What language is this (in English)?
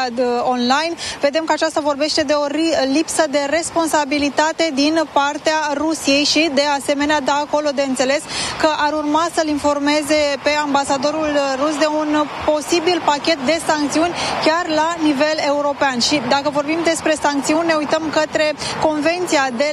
Romanian